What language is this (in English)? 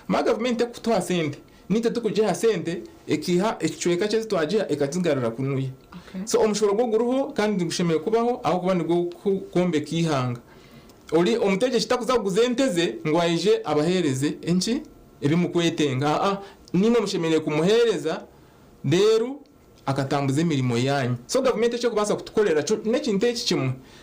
Nyankole